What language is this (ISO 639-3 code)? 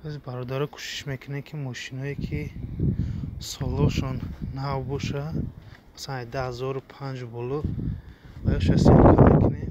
tgk